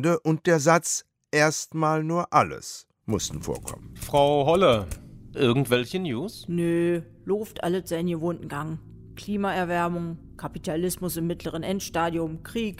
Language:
German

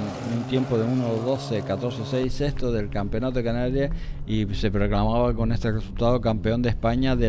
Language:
Spanish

